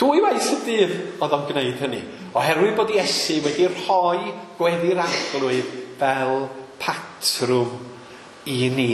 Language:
Welsh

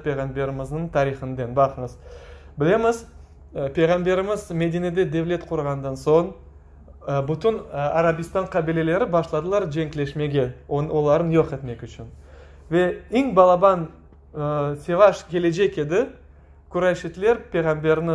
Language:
Crimean Tatar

